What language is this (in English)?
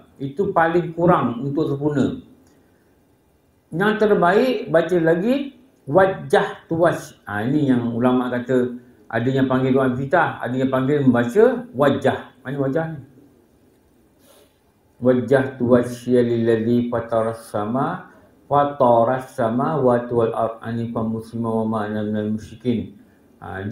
Malay